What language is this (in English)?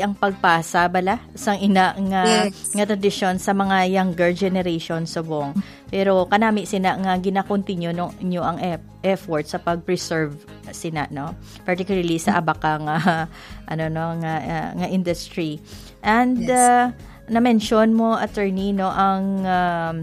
Hiligaynon